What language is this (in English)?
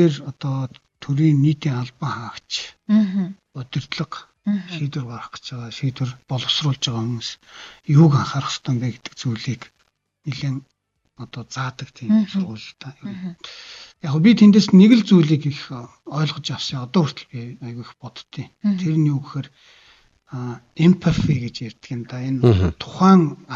Mongolian